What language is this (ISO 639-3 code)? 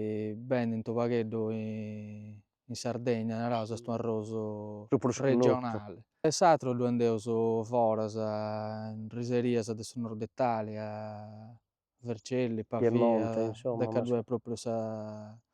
srd